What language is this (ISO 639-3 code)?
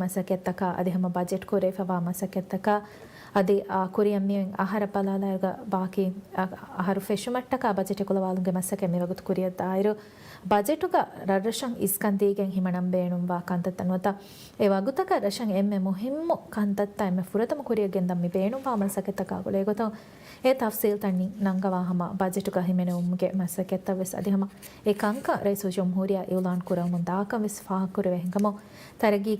div